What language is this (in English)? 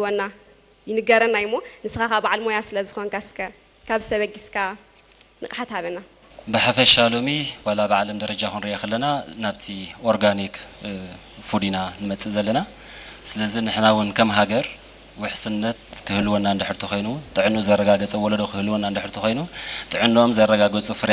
Tigrinya